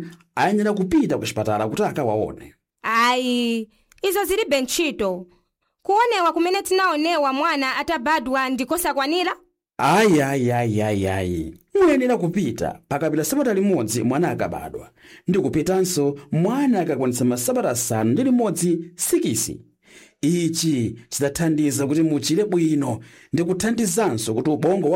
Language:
Nyanja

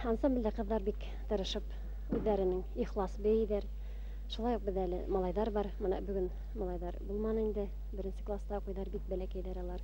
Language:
Bashkir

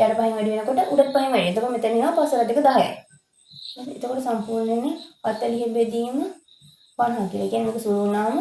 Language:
Sinhala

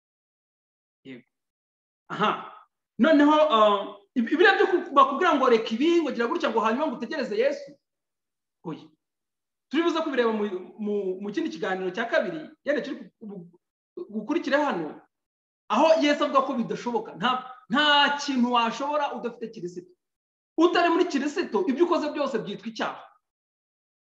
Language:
Kinyarwanda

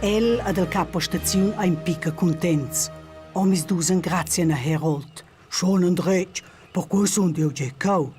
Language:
Romansh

